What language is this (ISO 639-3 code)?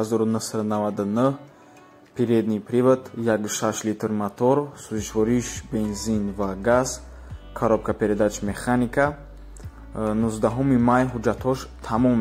tgk